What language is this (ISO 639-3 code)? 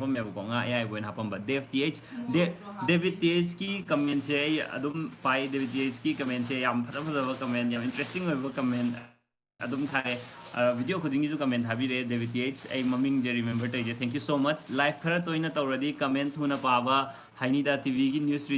mni